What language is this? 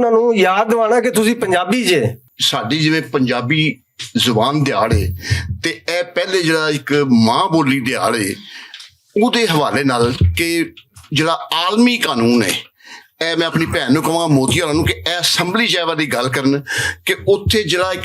Western Panjabi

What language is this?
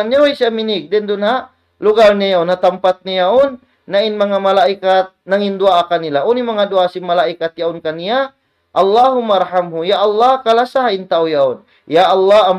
Tausug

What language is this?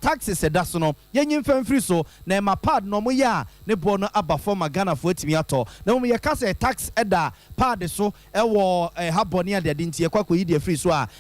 Akan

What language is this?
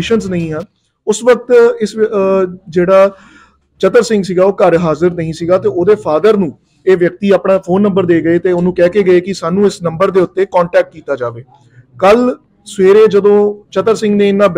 Punjabi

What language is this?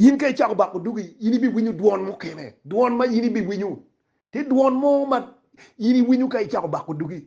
Acoli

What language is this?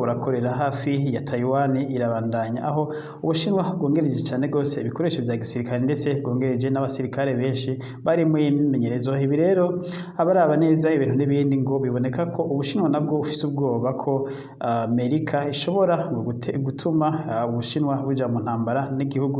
Rundi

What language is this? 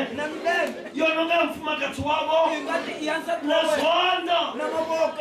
Tsonga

